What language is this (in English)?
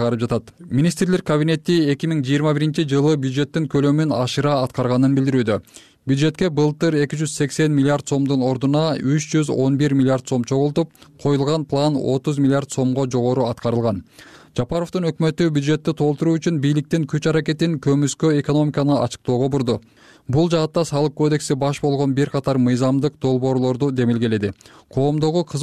Kyrgyz